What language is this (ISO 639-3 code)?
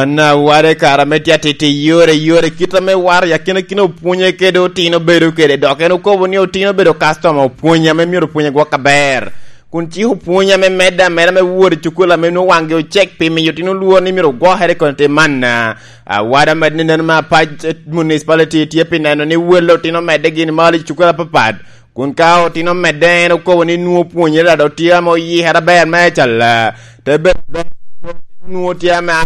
laj